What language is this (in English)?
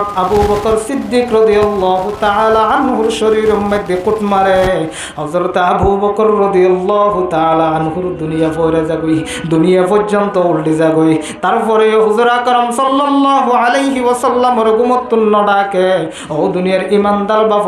Rohingya